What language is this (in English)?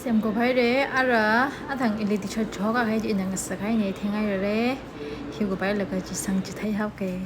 Tangkhul Naga (India)